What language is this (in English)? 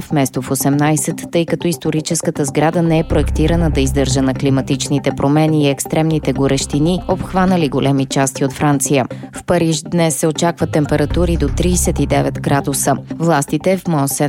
Bulgarian